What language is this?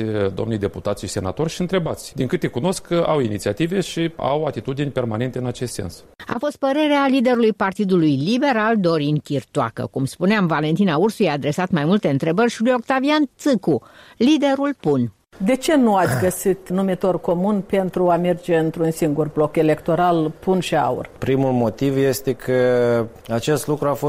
Romanian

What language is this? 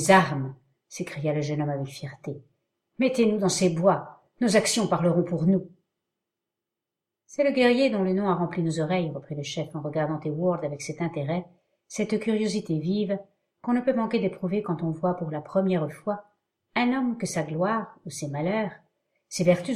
French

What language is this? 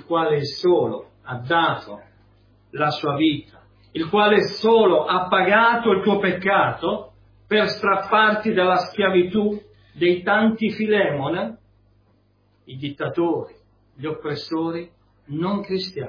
Italian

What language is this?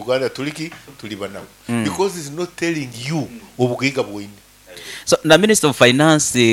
Nyankole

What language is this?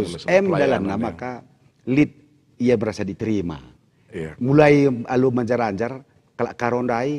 Batak Karo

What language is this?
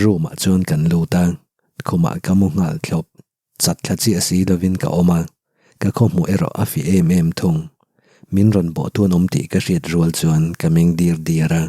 Mizo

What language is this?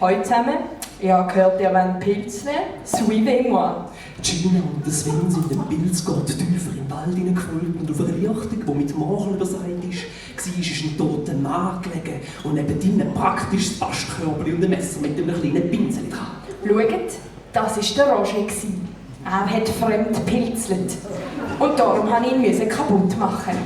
Swiss German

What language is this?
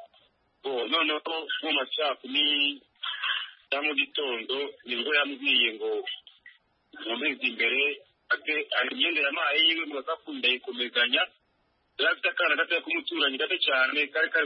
Kinyarwanda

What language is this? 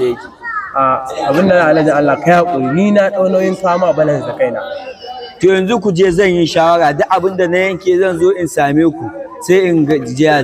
Hausa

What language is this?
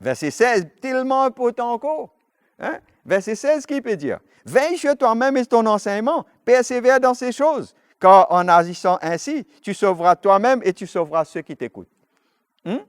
Morisyen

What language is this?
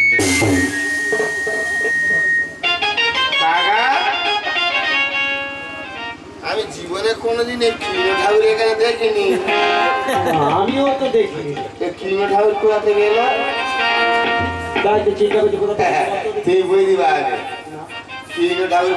Bangla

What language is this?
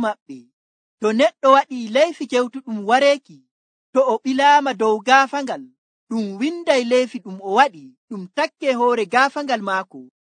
Nigerian Fulfulde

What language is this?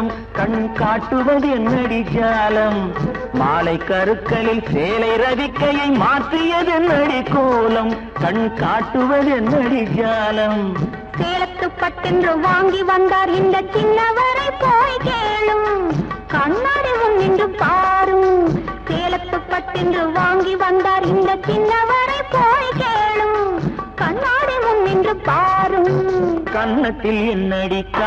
Tamil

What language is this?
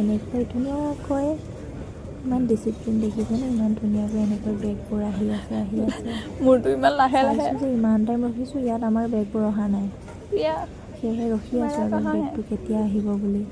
Assamese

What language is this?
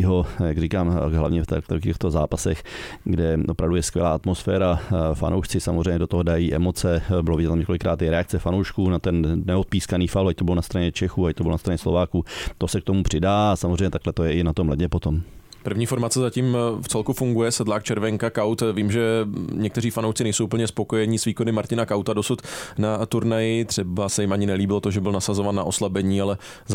Czech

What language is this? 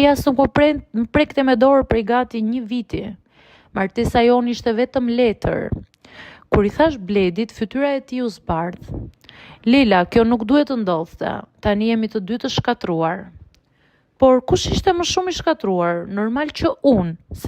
Albanian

